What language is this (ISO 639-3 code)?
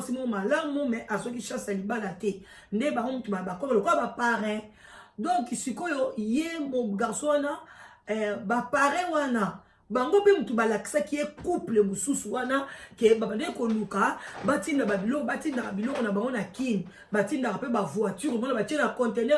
lin